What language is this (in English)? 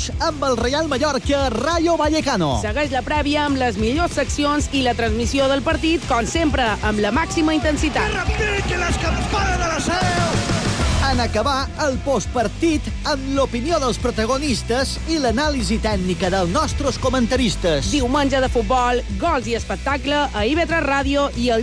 Catalan